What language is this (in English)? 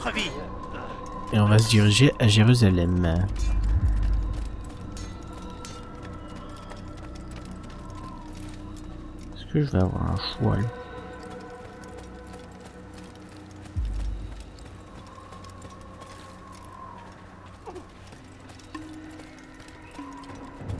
French